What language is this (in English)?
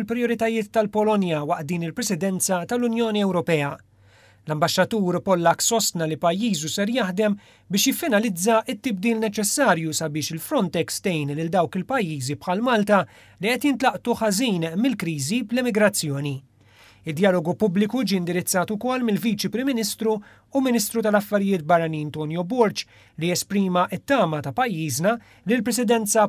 Maltese